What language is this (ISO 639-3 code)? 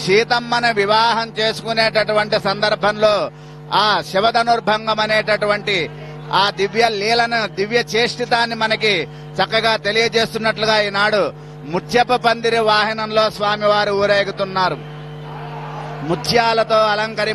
tel